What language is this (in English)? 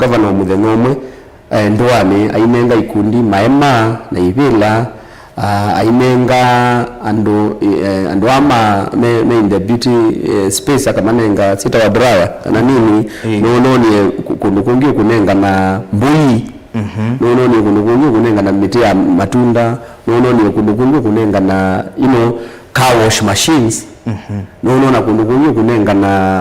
Kamba